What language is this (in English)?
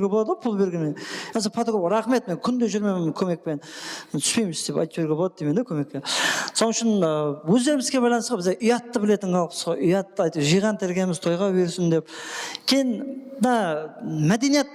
Kara-Kalpak